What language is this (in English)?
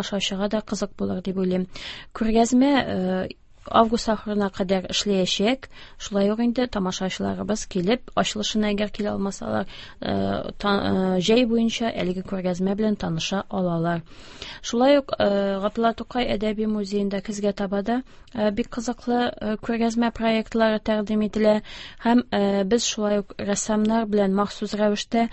Tatar